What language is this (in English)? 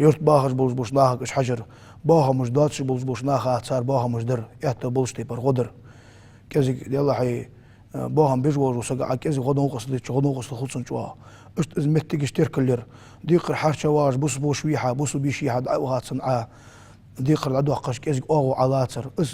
Ingush